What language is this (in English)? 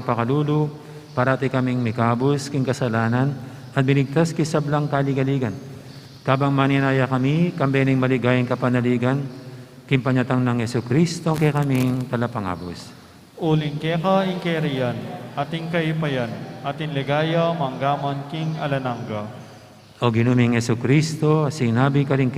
Pampanga